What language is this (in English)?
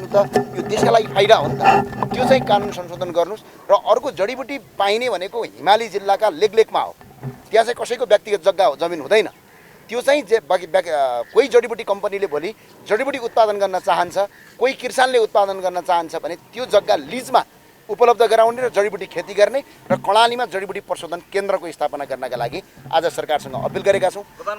Nepali